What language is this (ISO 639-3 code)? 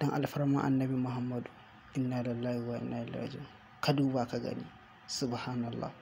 hau